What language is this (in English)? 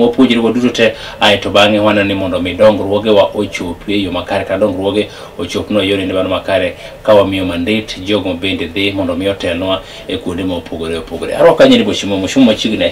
Luo (Kenya and Tanzania)